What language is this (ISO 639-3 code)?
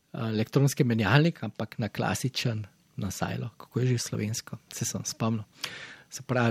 slv